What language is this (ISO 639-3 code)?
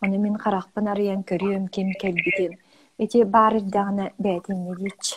sah